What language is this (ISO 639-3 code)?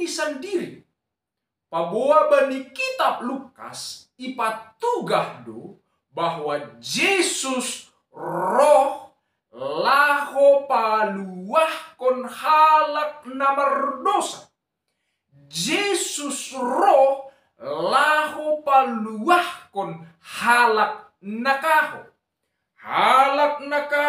bts